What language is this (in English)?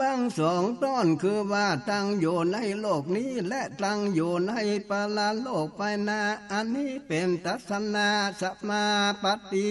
Northern Thai